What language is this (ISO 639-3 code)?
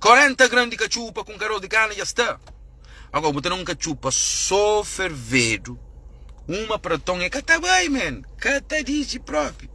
kea